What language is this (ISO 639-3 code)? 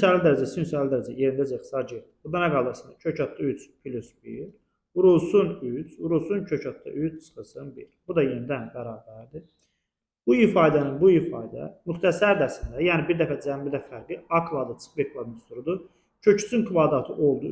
aze